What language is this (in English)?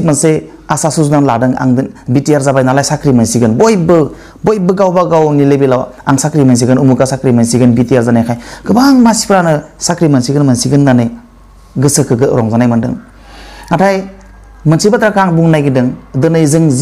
Bodo